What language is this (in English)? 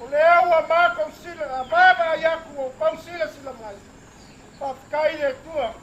Samoan